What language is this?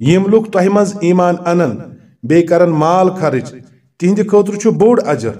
Kashmiri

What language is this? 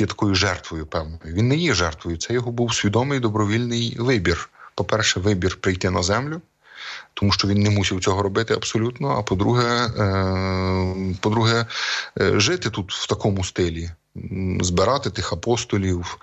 Ukrainian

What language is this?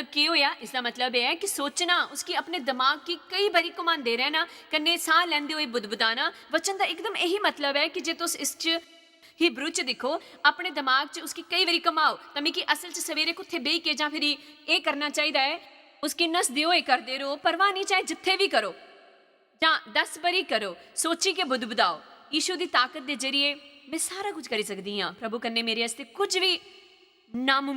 Dogri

